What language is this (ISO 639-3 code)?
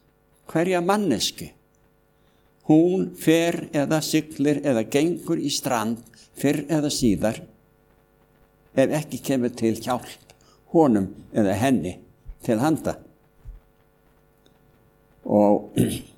isl